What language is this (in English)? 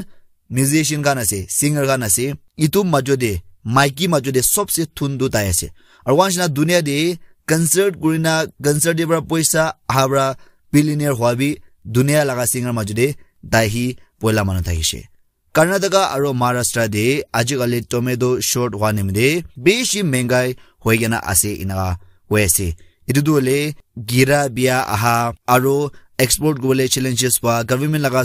Naga Pidgin